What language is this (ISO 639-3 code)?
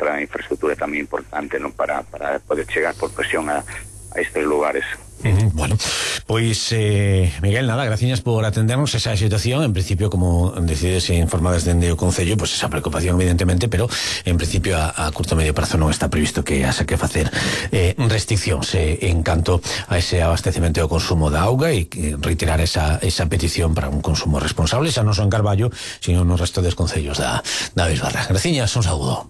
glg